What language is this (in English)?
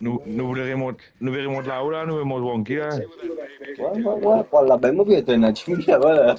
Morisyen